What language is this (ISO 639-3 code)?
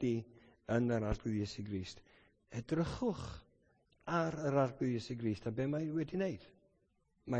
cym